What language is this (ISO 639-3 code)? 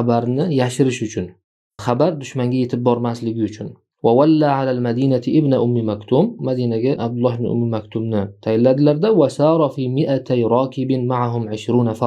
uzb